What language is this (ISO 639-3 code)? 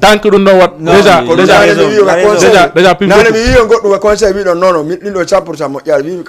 ful